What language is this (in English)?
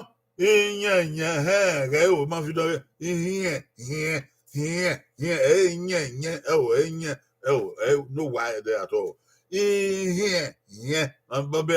Bini